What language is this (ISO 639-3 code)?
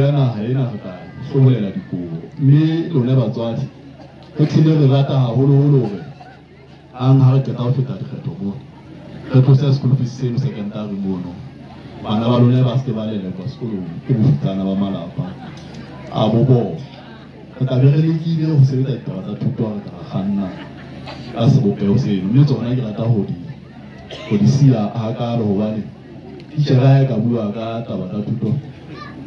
sot